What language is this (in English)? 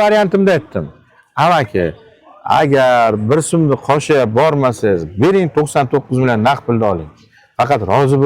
Uzbek